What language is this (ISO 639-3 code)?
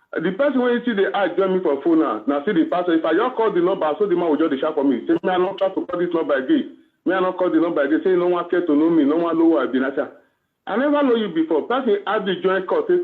pcm